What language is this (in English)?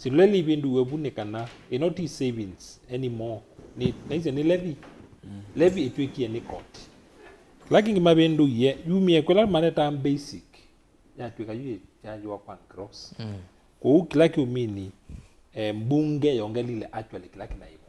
Kamba